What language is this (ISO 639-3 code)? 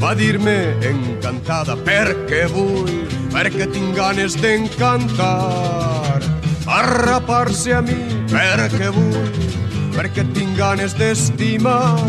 cat